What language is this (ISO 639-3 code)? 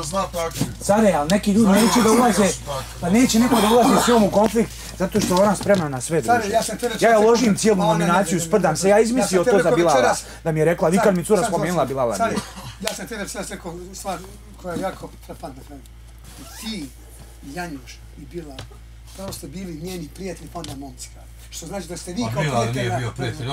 bos